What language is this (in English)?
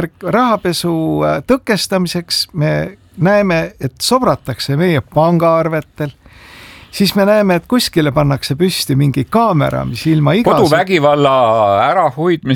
Estonian